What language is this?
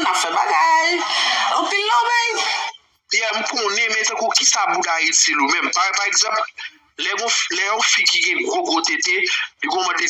Haitian Creole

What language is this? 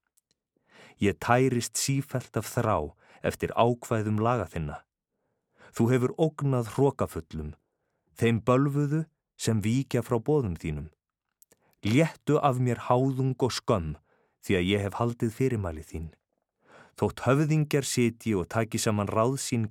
Icelandic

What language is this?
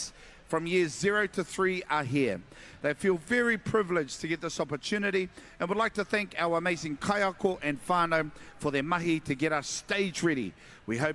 Māori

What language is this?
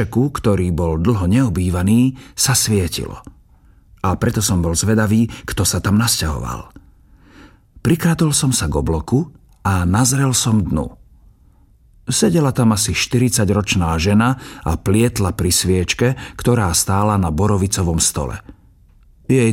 Slovak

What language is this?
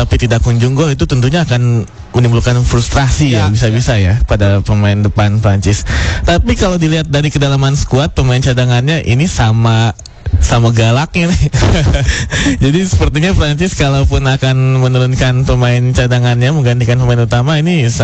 Indonesian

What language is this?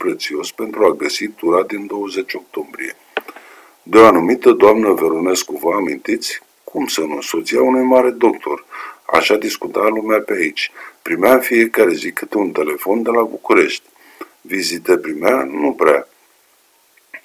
Romanian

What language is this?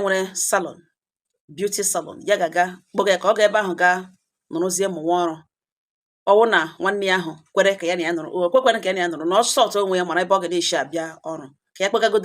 Igbo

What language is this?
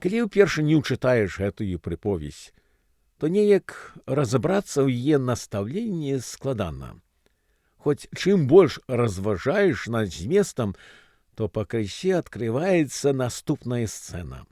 Belarusian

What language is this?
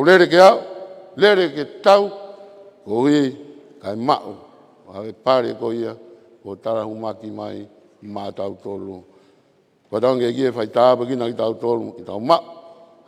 Tongan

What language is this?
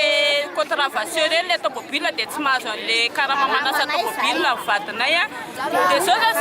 Malagasy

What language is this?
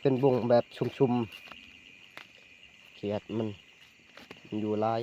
Northeastern Thai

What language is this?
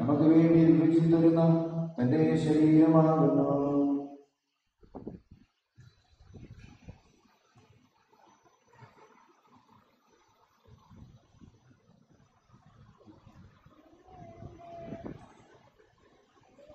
Malayalam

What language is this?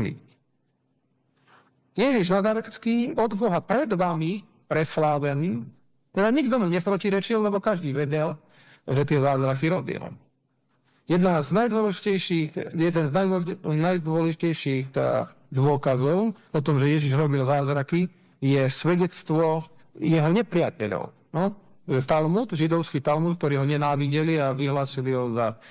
Slovak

